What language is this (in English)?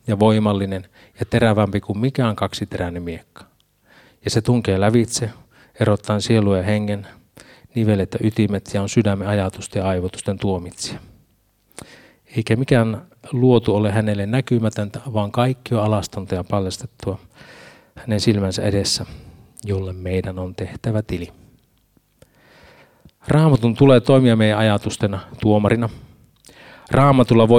Finnish